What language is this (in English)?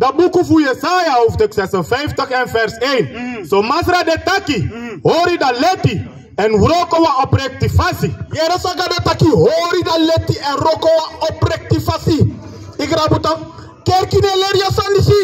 Sranan Tongo